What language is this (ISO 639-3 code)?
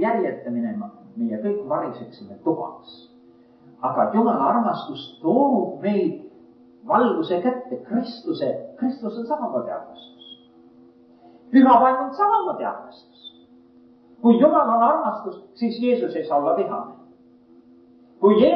est